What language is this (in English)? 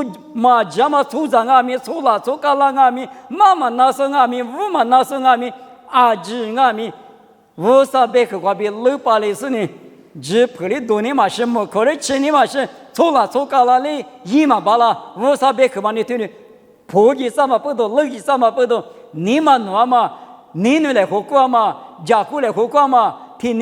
Lisu